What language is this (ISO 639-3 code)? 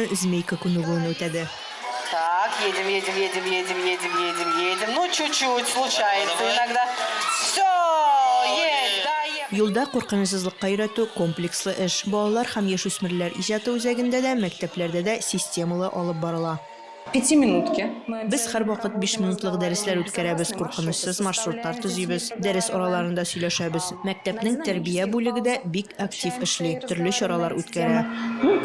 tat